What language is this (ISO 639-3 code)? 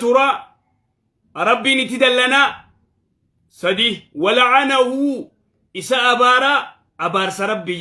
orm